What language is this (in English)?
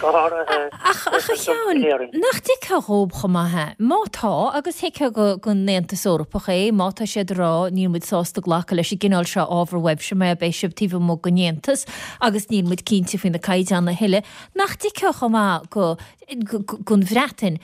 Irish